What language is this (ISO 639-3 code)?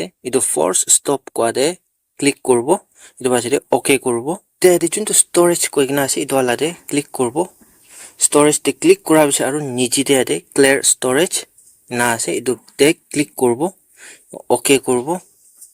nag